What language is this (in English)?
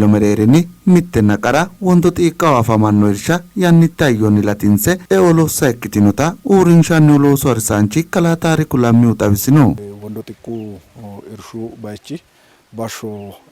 Sidamo